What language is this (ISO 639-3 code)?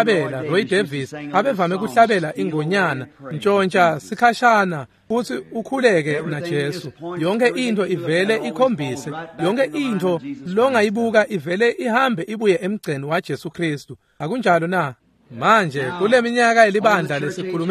ssw